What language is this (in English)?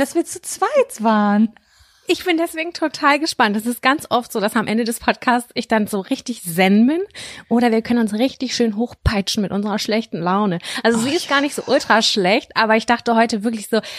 German